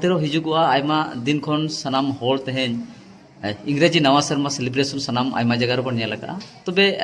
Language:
Santali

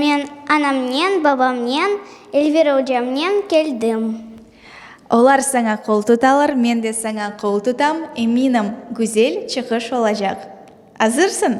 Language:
Crimean Tatar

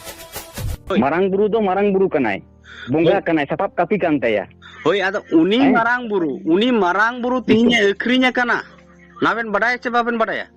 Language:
Santali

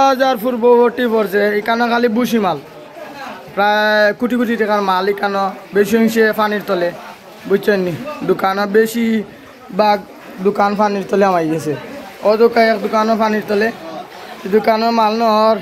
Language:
Sylheti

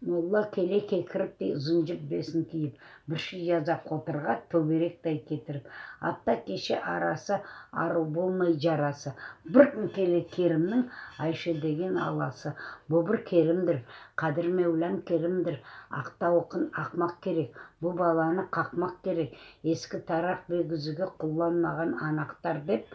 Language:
Crimean Tatar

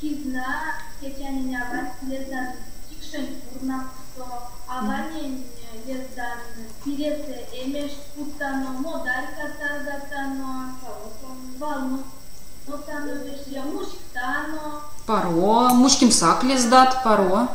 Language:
Erzya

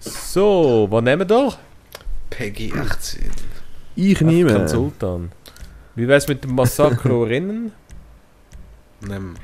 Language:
Swiss German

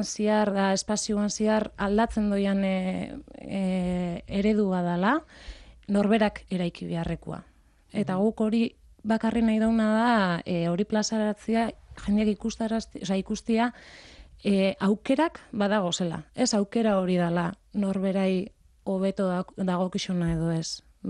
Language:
Basque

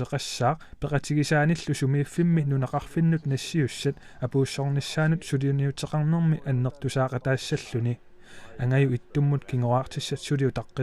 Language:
Kalaallisut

